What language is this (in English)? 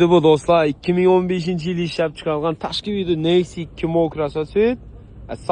Uzbek